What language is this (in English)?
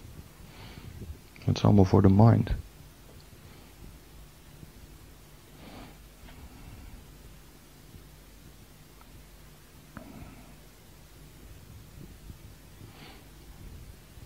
Dutch